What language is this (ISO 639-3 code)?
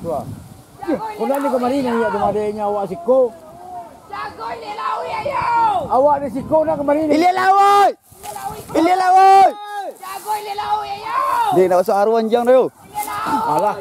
min